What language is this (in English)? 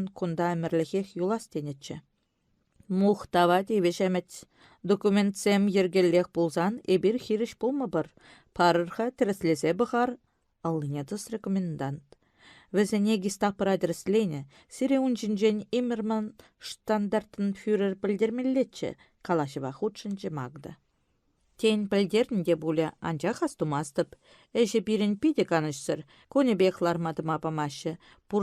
Chuvash